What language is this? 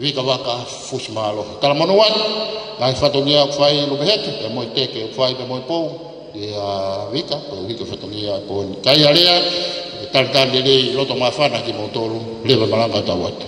Tongan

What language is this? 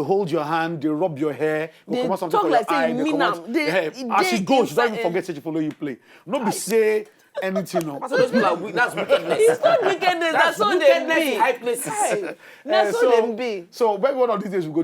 Nigerian Pidgin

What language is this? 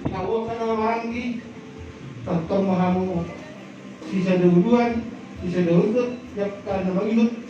Batak Toba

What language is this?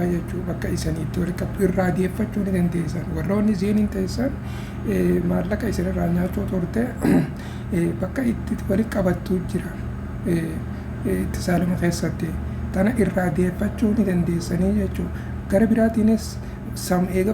Oromo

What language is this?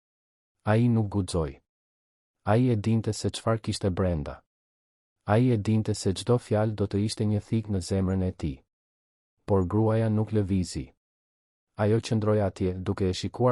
Albanian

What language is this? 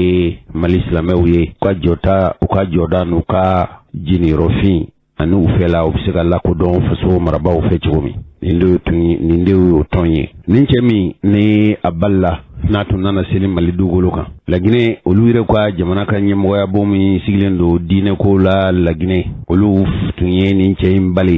Bambara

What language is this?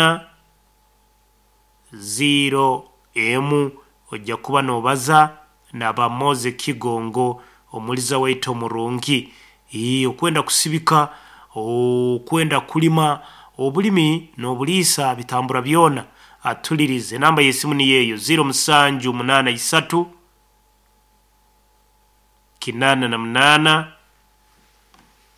Nyoro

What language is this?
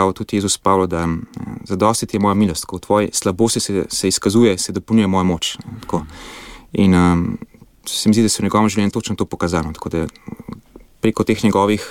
Slovenian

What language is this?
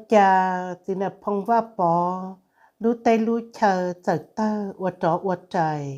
Hmong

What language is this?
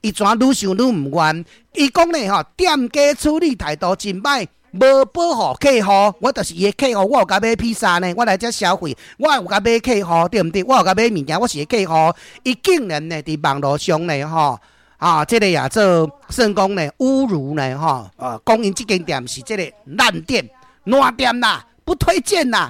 Min Nan Chinese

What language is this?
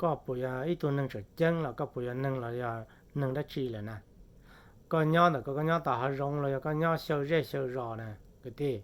Hmong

